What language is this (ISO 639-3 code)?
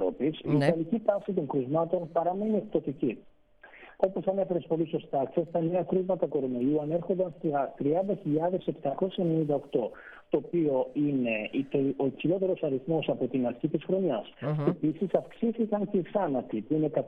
ell